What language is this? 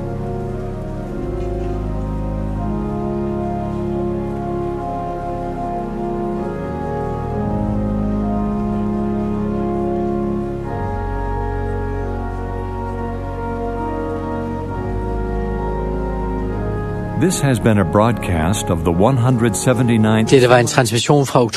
Danish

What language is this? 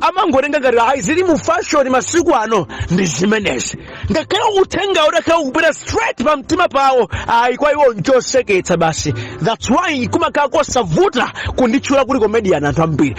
Nyanja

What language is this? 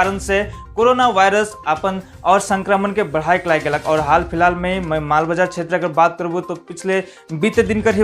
Sadri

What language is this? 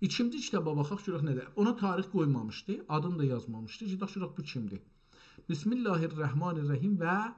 South Azerbaijani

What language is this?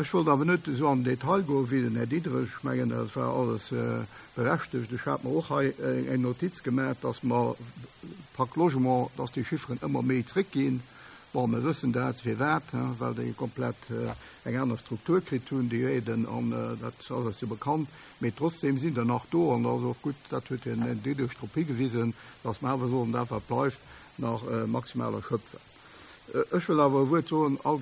Luxembourgish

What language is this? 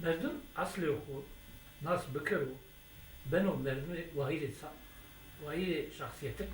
Zaza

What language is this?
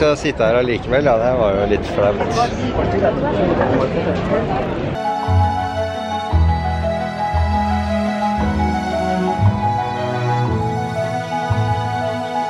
Norwegian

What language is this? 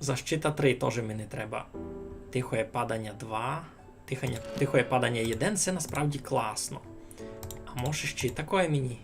Rusyn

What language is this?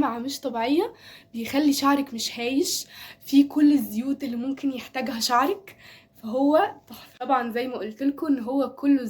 Egyptian Arabic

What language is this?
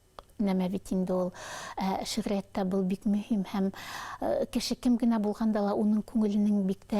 Bashkir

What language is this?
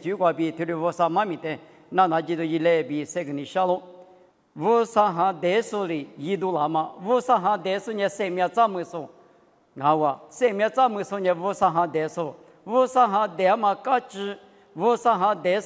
Lisu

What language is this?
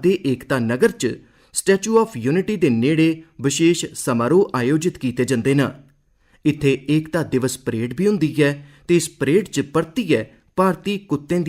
Dogri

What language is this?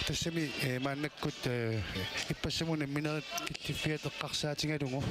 Kalaallisut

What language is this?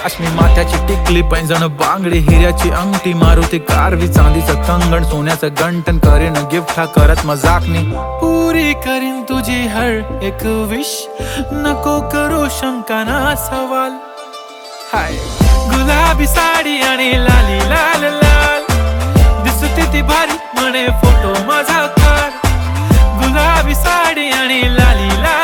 Marathi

